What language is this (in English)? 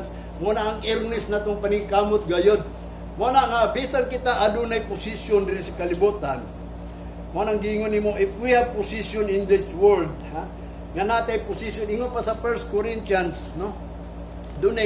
Cebuano